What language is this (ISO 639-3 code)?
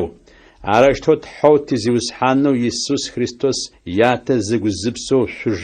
ady